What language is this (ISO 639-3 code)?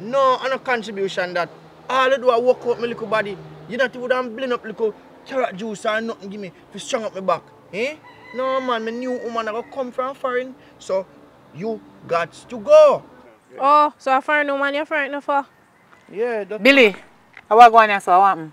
jam